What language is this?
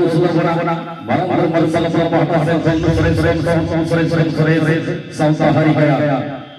Santali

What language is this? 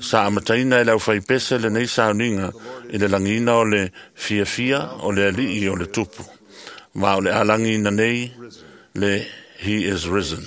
Samoan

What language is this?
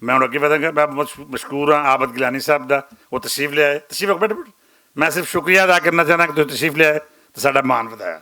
Western Panjabi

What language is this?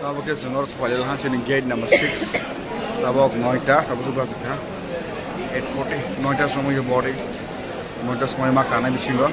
Kok Borok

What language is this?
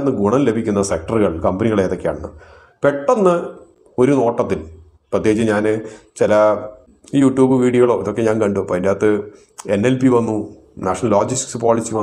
Malayalam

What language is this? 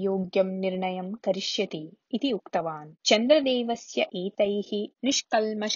Sanskrit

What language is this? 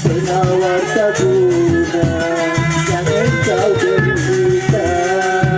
Sasak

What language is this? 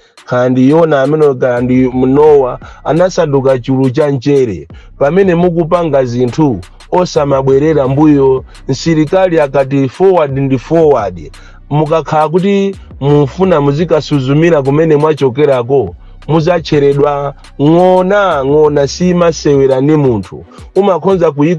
Nyanja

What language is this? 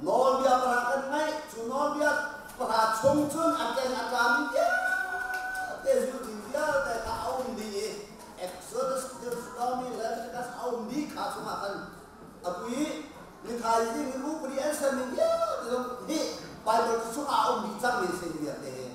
Hakha Chin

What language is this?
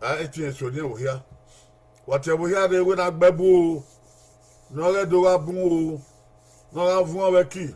Bini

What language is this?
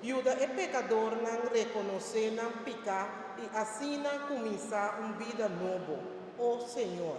Papiamento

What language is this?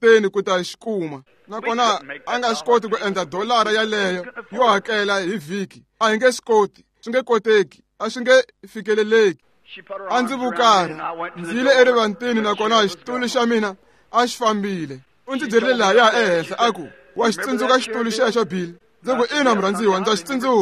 Tsonga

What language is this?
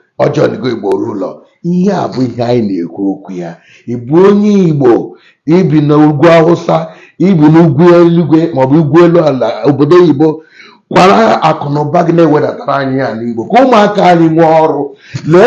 Igbo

